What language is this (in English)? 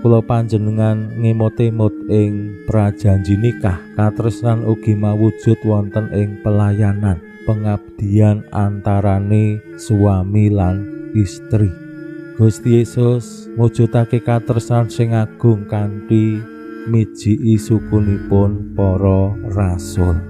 Javanese